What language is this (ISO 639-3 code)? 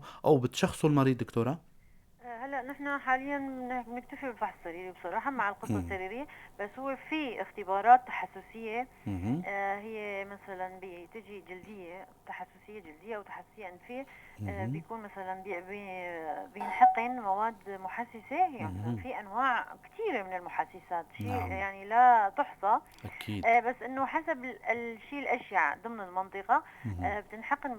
apc